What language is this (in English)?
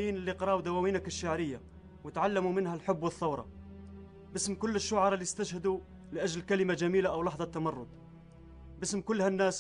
North Levantine Arabic